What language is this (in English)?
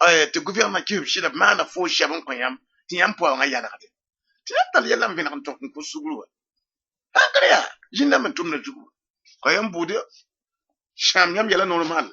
Mossi